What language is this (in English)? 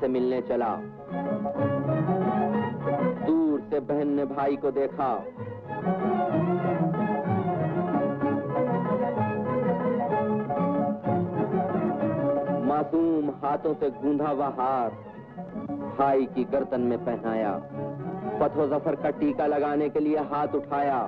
Hindi